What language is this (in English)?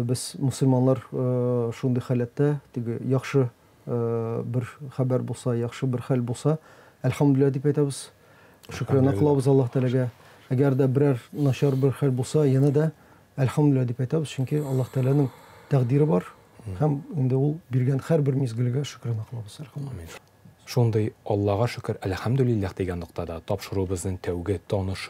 Tatar